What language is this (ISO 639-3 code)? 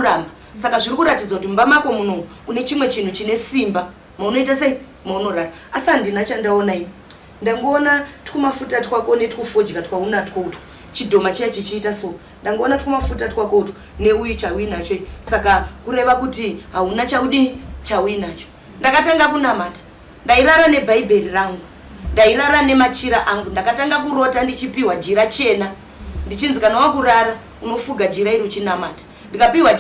sna